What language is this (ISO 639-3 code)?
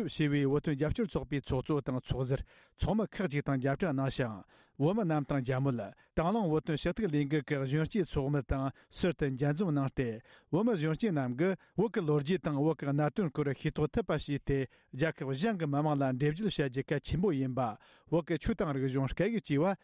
bod